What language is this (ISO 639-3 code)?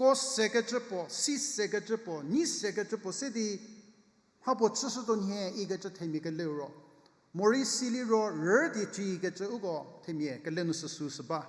njm